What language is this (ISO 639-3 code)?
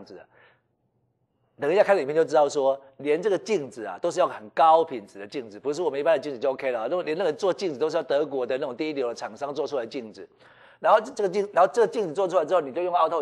zho